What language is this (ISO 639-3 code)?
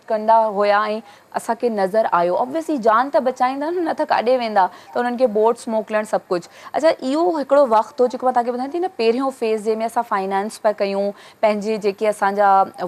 snd